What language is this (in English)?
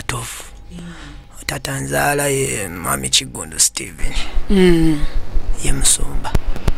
Ganda